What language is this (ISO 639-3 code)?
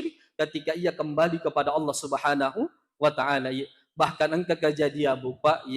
bug